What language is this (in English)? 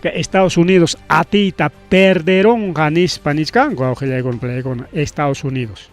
Ayacucho Quechua